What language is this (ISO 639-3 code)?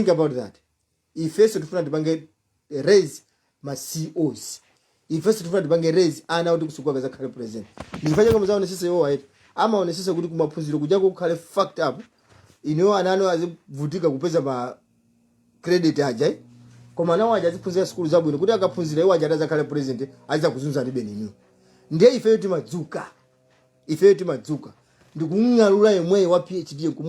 nya